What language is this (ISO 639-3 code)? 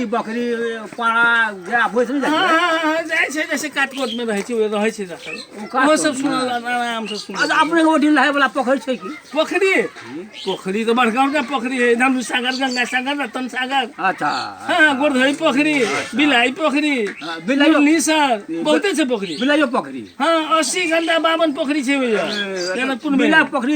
mai